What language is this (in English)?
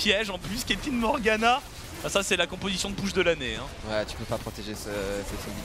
French